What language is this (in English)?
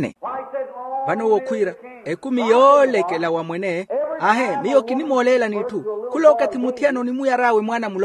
Makhuwa